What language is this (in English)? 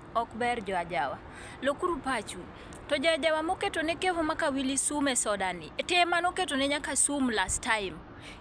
Luo (Kenya and Tanzania)